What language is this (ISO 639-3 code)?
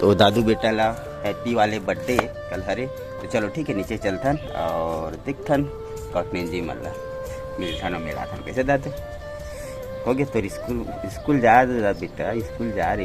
hne